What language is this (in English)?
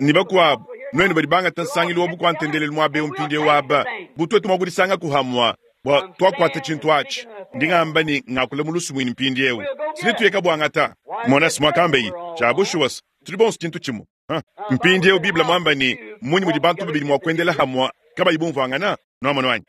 Luba-Lulua